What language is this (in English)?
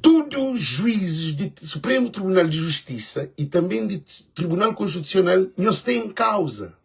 Kabuverdianu